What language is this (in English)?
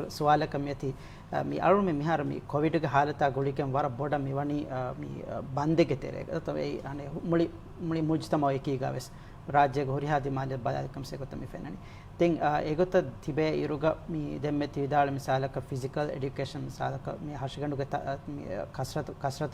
Divehi